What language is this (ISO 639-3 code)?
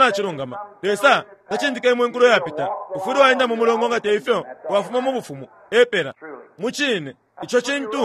bem